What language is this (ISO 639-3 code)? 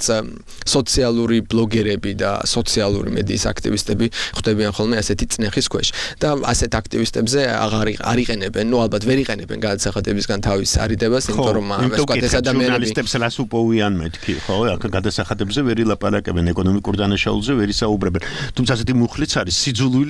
kat